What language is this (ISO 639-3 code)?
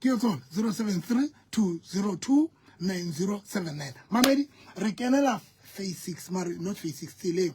sot